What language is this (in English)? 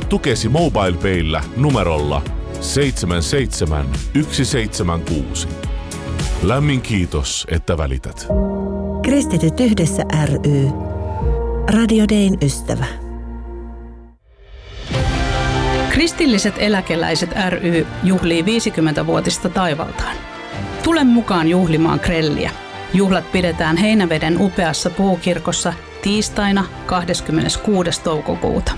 Finnish